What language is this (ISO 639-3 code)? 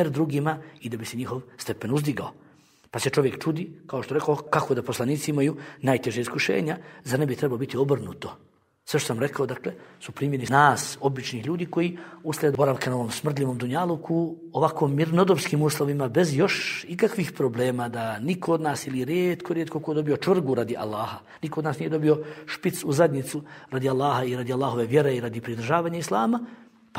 bos